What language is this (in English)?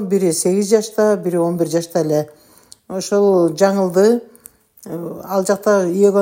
Kyrgyz